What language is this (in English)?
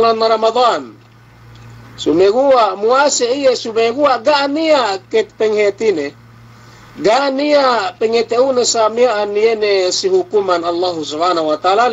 Yakan